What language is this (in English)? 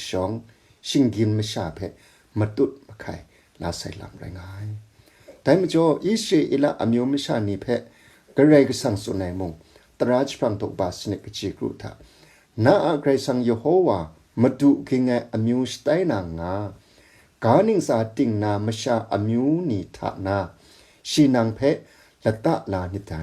Kachin